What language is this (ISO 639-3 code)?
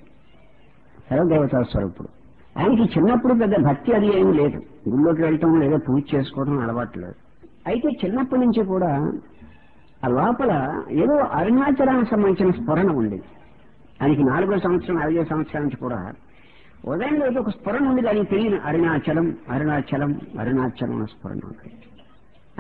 tel